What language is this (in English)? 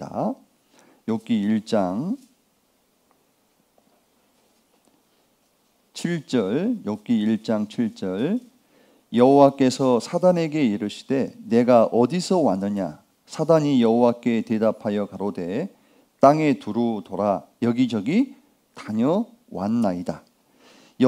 Korean